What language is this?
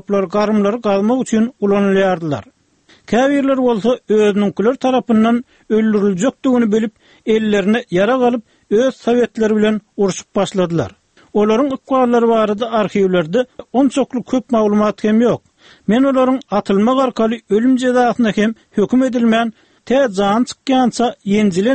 Turkmen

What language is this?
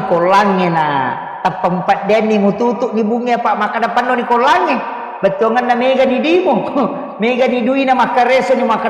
Buginese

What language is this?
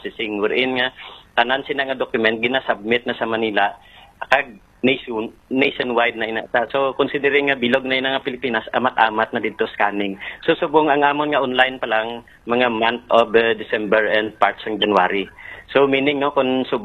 Hiligaynon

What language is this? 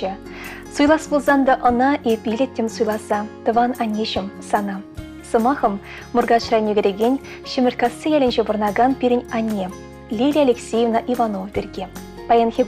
Chuvash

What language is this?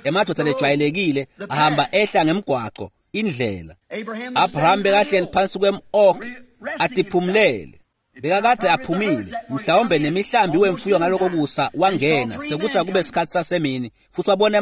Swati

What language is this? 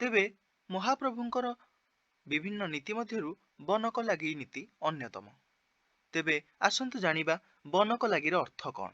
Odia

